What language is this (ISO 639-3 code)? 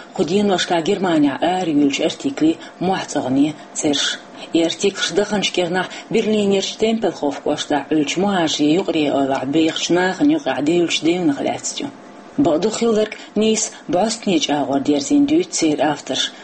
che